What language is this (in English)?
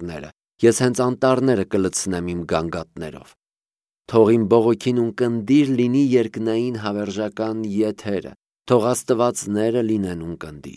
Armenian